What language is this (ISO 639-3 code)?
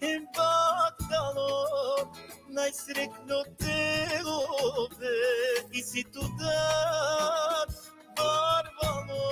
rmn